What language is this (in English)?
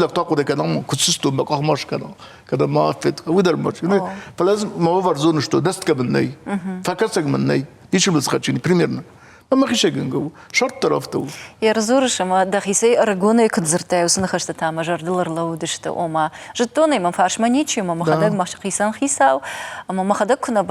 Ossetic